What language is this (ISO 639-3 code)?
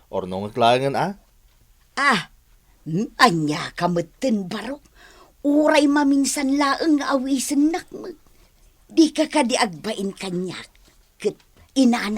ilo